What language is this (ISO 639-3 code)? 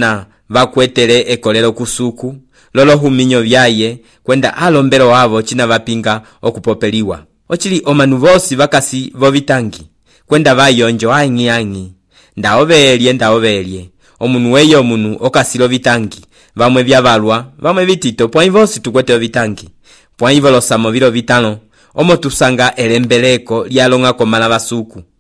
umb